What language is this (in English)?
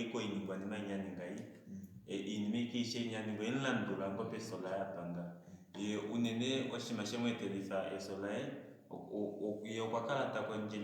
Kuanyama